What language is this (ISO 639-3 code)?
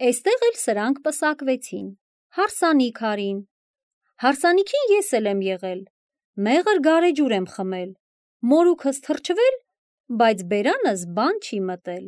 hye